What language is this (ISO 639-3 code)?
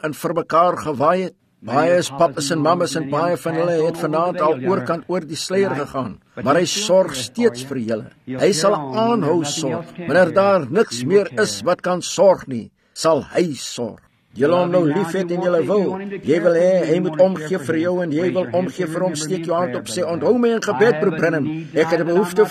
afr